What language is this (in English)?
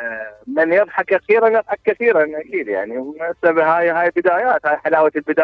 Mesopotamian Arabic